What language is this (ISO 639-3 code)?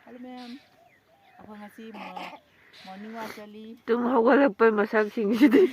mni